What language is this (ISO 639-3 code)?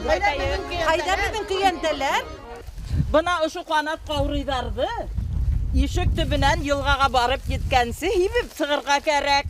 bak